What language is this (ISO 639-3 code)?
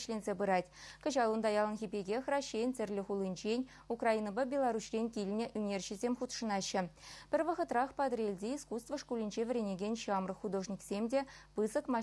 chv